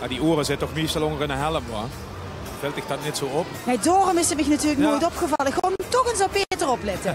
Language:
Limburgish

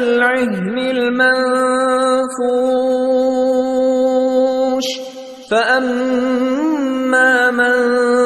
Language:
Persian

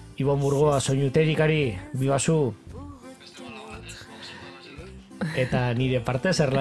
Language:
Basque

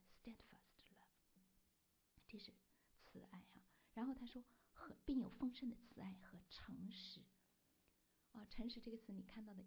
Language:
Chinese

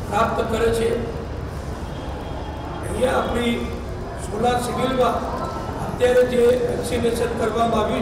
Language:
Gujarati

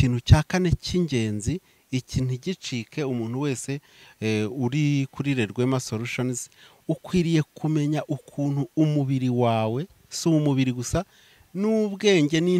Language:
Kinyarwanda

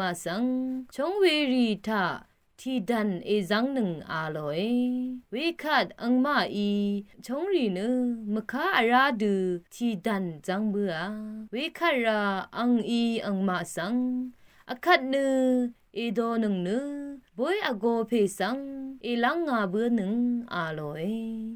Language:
Rawang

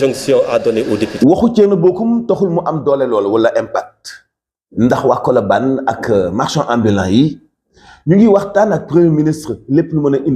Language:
Wolof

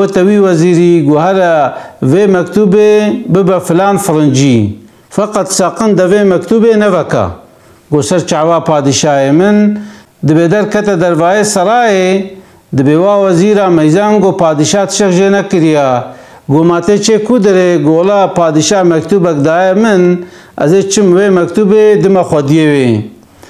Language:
Kurdish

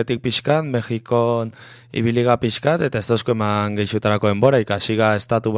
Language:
Basque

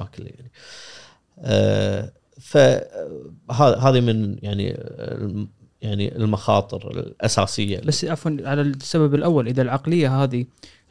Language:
Gulf Arabic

